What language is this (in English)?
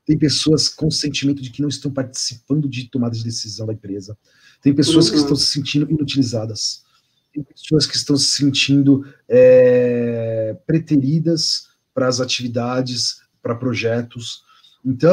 Portuguese